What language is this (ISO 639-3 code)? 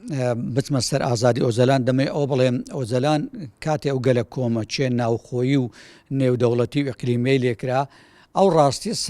ckb